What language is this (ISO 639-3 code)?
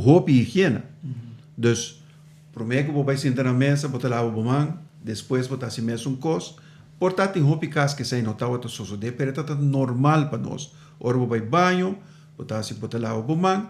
pap